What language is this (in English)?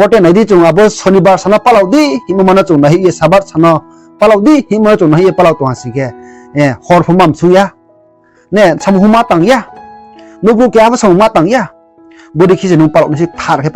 Riang (India)